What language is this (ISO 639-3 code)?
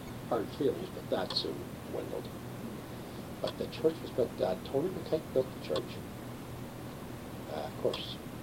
eng